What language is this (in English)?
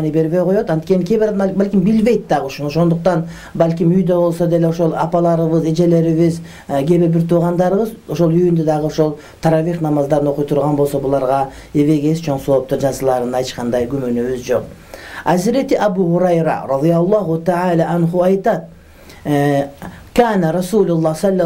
Kyrgyz